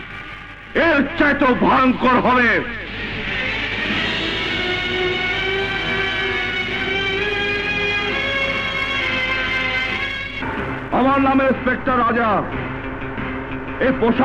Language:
Bangla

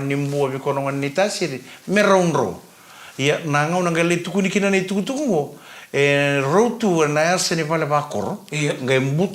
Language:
Fijian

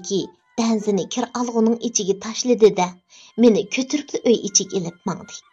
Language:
Uyghur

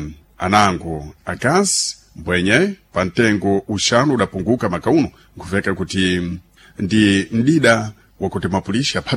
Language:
Sena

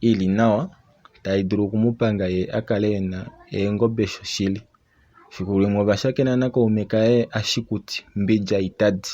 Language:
Kuanyama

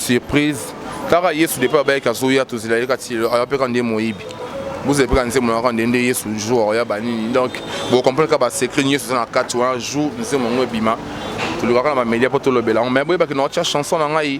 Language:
Lingala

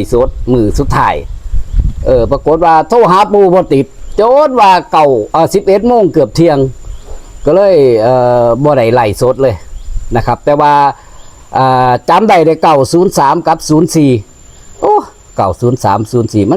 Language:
Northeastern Thai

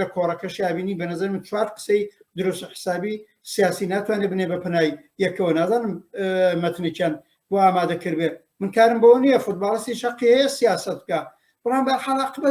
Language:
Central Kurdish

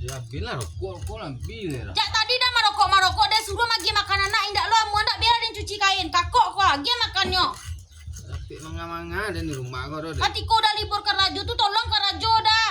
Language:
Minangkabau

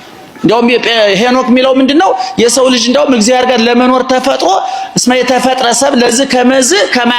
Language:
Amharic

